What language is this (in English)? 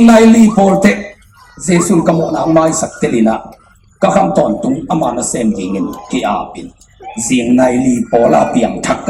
Tedim Chin